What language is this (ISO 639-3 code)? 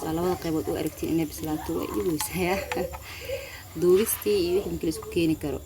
som